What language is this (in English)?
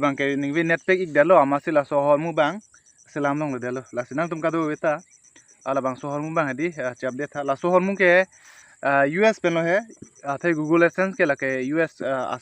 Karbi